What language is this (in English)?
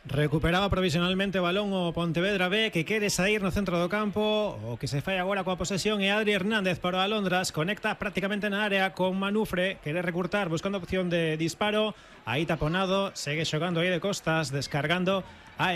Galician